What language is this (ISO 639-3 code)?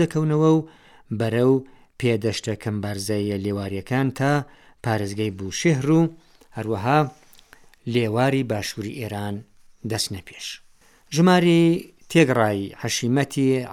ckb